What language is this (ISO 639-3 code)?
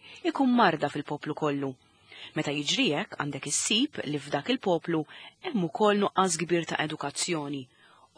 mlt